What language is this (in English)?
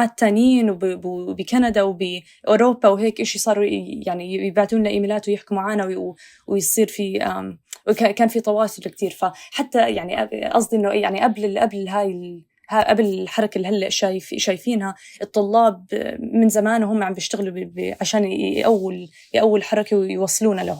North Levantine Arabic